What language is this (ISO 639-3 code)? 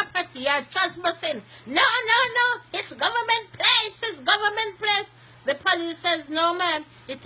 jam